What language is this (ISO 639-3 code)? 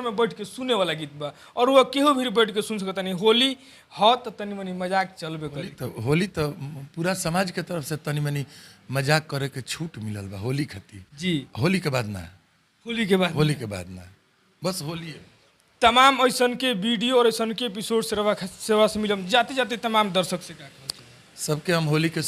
bho